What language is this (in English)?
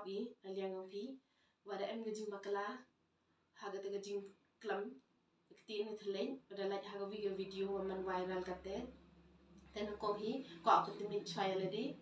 Khasi